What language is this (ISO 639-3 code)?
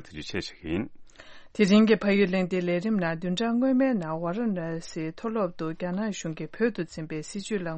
bod